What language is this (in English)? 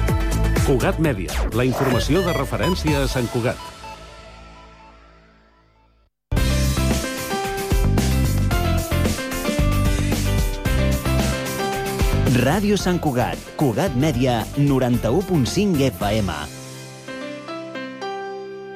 Catalan